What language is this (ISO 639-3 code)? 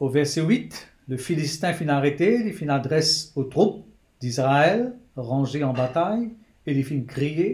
mfe